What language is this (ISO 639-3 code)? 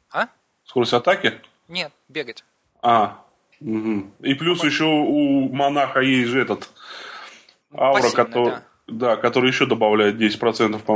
rus